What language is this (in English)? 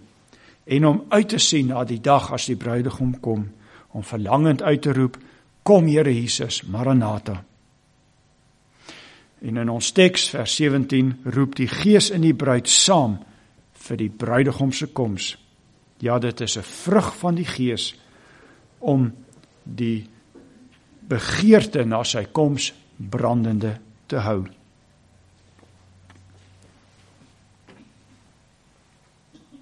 Afrikaans